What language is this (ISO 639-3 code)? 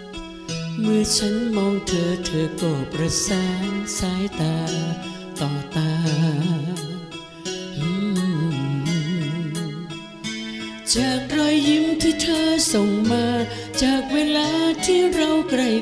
tha